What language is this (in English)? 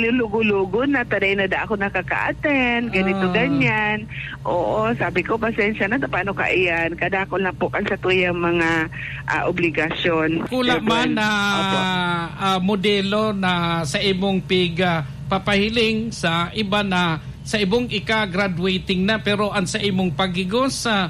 Bikol